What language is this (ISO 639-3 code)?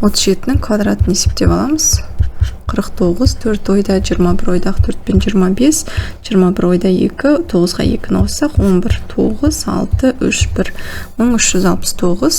kaz